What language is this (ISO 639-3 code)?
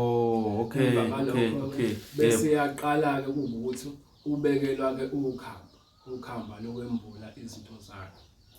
zul